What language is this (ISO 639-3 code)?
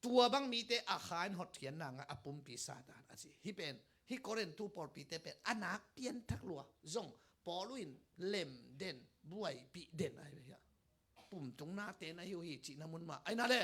ctd